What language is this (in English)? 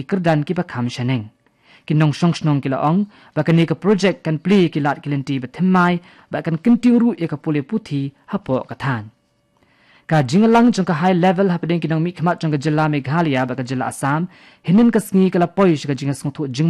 Khasi